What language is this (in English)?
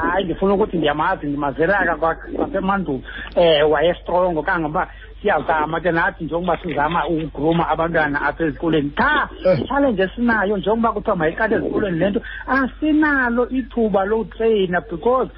Xhosa